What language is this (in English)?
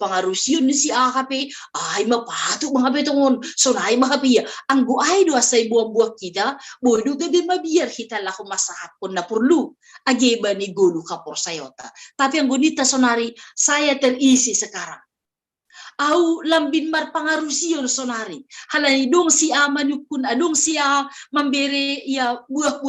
Batak Simalungun